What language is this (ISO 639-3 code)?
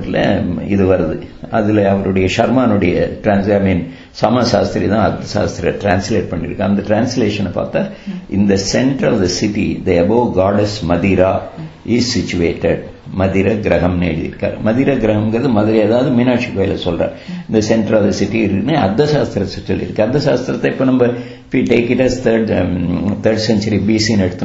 tam